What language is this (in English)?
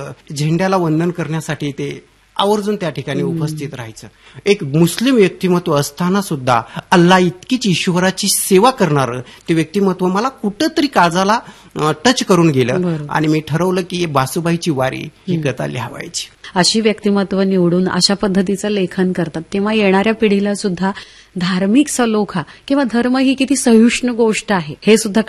Marathi